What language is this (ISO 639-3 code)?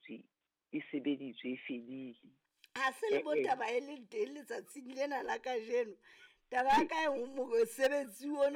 sot